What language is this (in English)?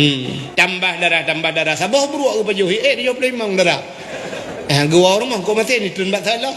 Achinese